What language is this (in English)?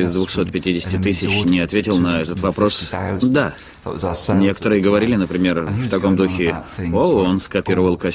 Russian